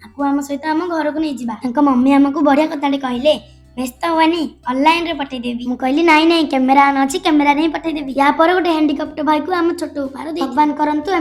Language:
Odia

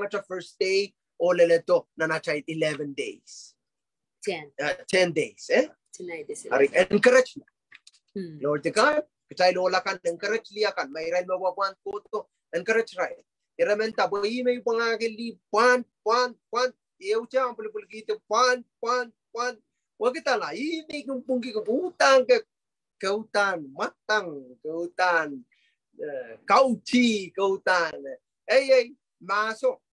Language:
Pohnpeian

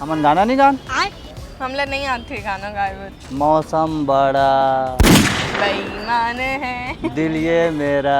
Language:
Chhattisgarhi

